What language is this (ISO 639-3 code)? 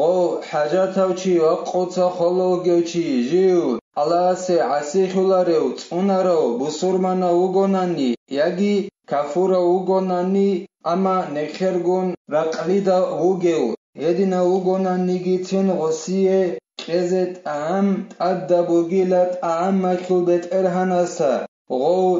ava